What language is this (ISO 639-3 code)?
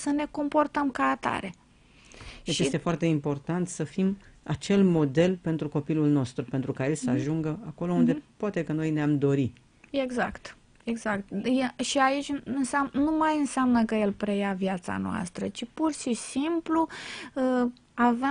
ron